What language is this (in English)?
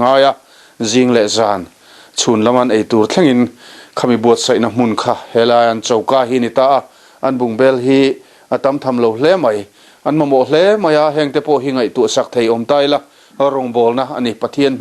Mizo